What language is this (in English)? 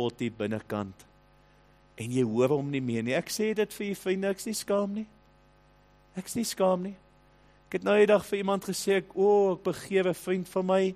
Afrikaans